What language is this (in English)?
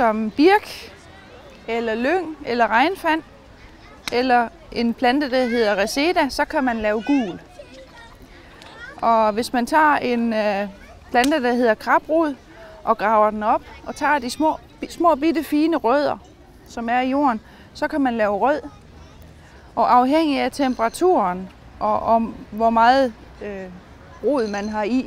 Danish